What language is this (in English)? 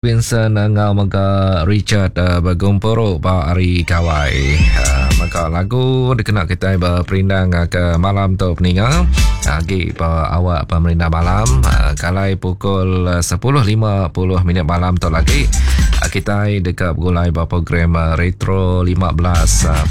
Iban